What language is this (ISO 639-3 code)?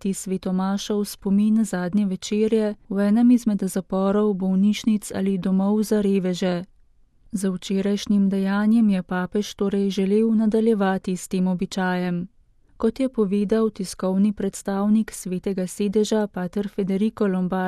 slv